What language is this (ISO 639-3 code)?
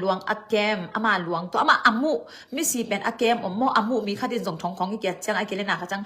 ctd